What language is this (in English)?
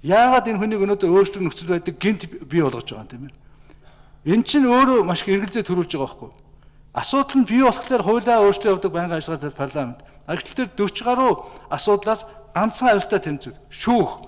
Mongolian